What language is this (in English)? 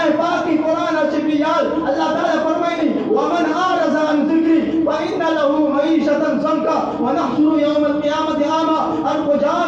Baluchi